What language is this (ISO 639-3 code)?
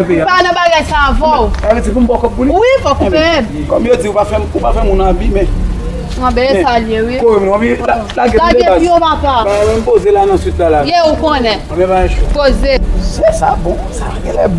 hat